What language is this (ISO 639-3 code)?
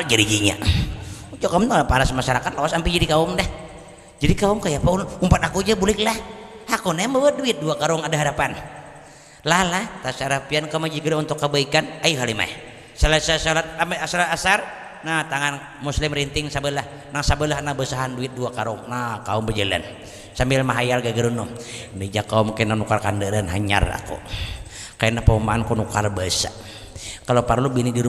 bjn